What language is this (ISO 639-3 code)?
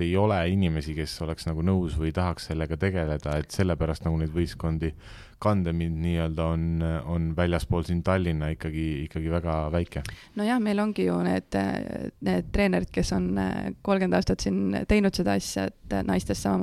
est